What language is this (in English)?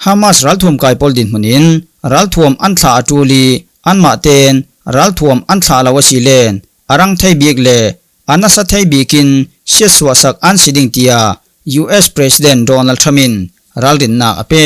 Falam Chin